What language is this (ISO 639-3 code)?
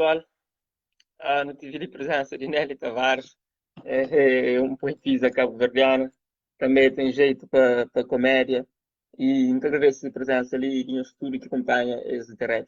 kea